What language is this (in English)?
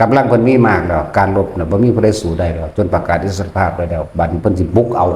Lao